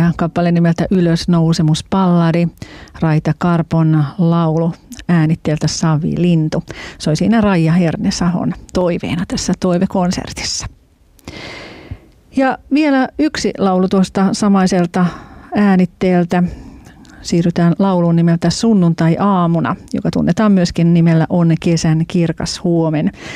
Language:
Finnish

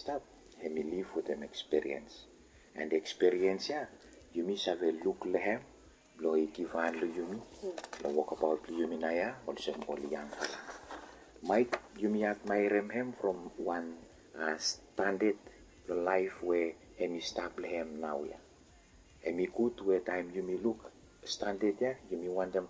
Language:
Bislama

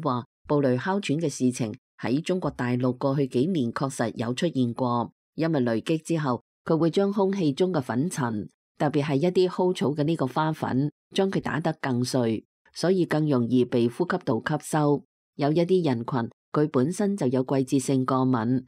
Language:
Cantonese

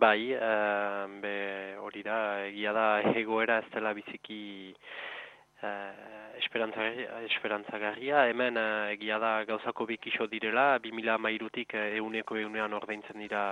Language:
Basque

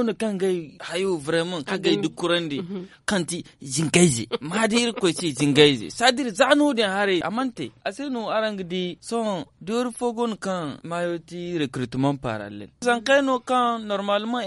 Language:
Zarma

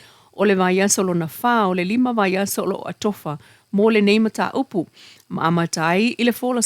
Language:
Samoan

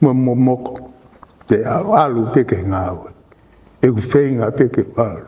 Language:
Tongan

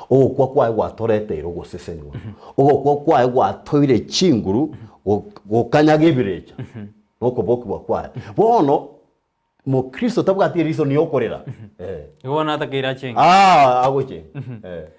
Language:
Gusii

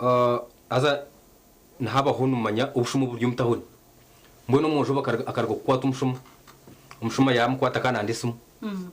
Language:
Nyankole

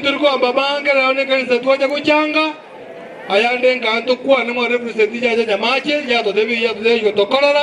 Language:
Gusii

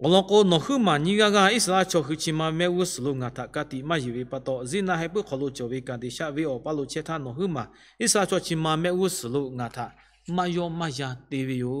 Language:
Lahu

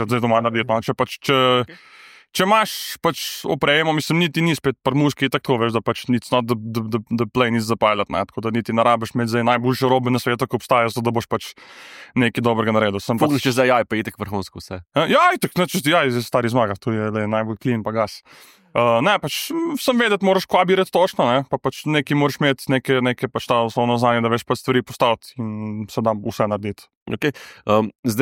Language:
Slovenian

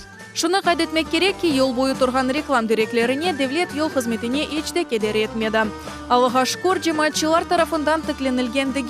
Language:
Crimean Tatar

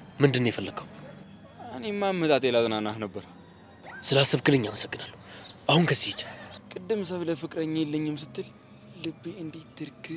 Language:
Amharic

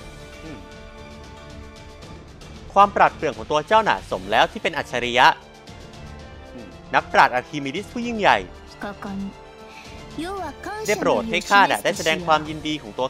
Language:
Thai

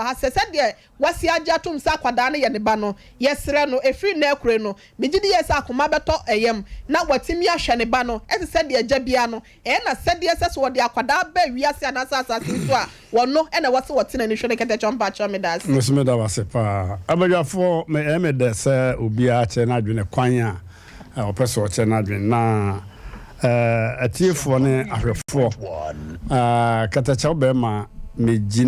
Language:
Akan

